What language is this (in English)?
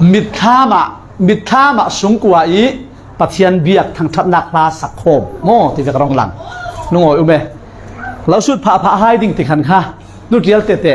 Falam Chin